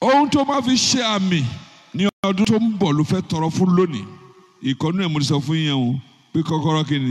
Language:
Yoruba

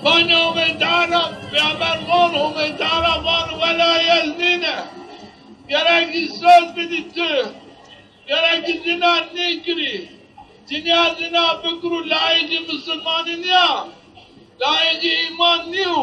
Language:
Zaza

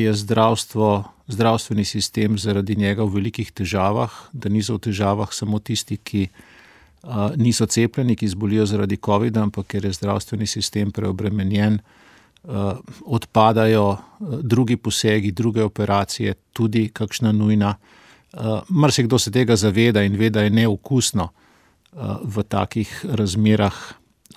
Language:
Slovenian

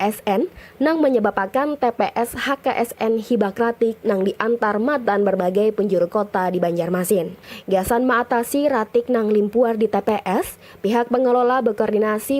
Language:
Banjar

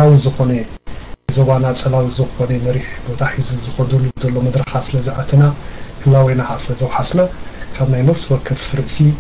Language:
Tigrinya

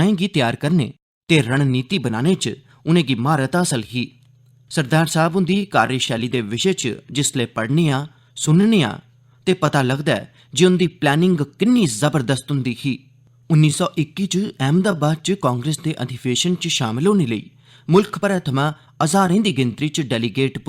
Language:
Dogri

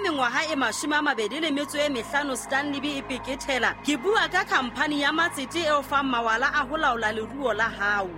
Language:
Southern Sotho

